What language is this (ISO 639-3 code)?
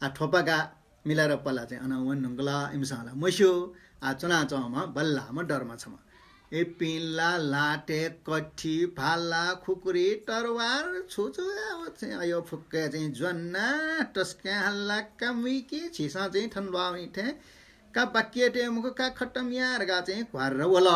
new